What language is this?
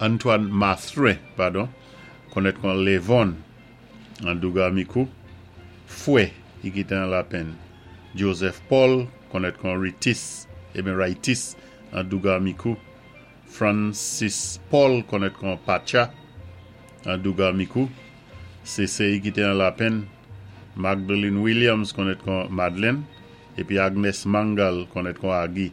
Saint Lucian Creole French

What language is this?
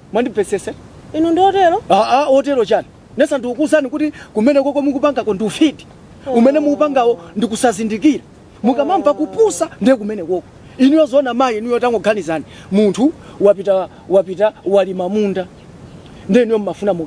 Nyanja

